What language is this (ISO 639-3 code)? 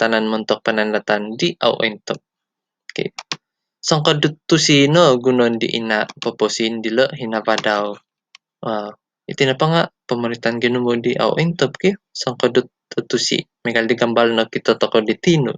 dtp